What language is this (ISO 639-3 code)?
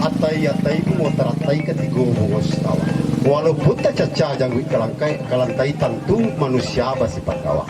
min